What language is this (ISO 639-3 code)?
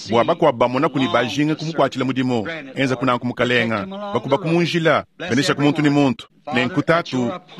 lua